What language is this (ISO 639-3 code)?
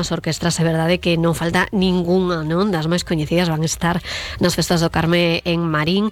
glg